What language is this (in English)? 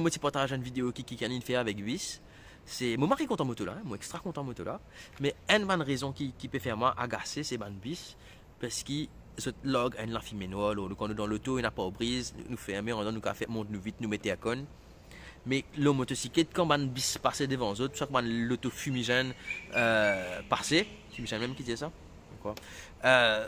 Morisyen